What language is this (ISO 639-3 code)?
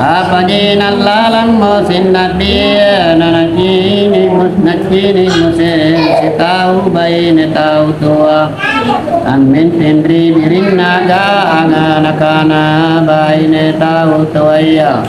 mak